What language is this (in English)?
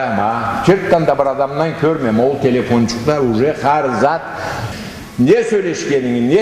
Karachay-Balkar